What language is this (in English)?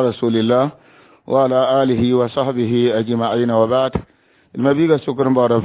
Mossi